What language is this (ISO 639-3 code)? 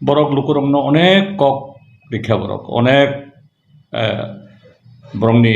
trp